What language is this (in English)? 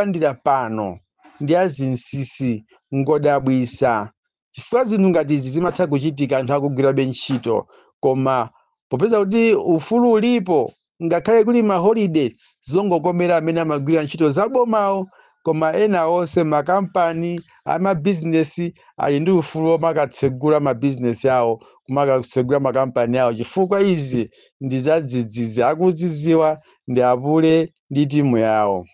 Nyanja